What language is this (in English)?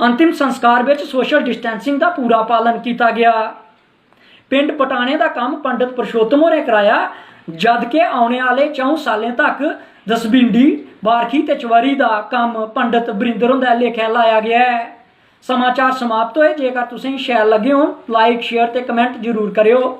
Dogri